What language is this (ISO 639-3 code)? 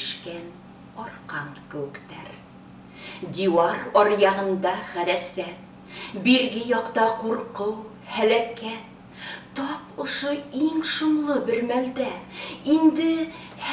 bak